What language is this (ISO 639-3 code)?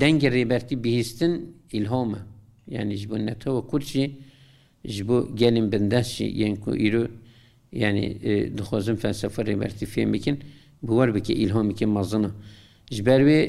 kur